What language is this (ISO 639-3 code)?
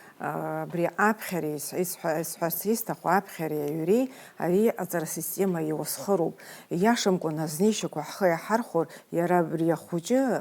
abk